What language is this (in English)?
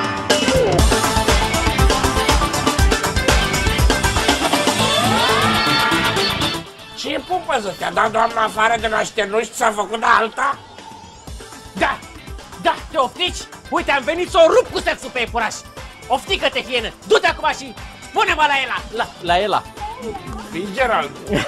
Romanian